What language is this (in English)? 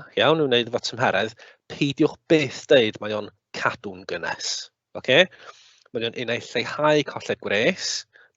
Welsh